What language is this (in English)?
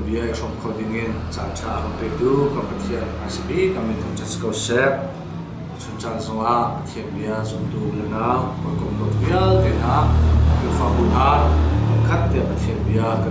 Hakha Chin